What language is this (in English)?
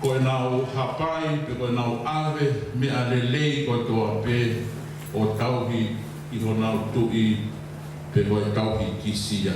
Tongan